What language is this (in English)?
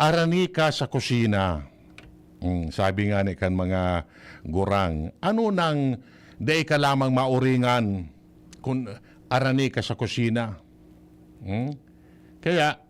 Bikol